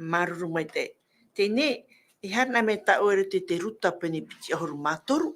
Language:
Tahitian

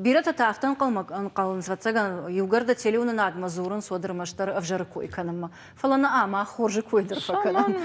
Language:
Ossetic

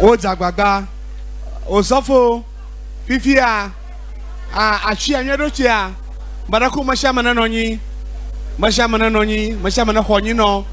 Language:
Ewe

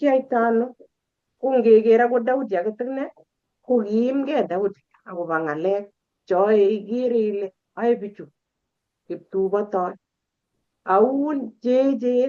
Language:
Kalenjin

